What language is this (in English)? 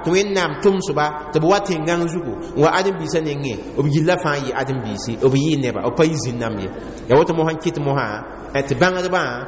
Mossi